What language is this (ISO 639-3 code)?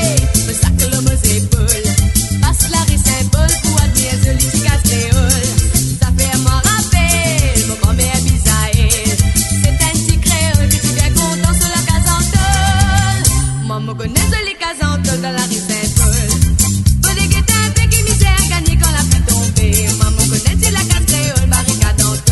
mfe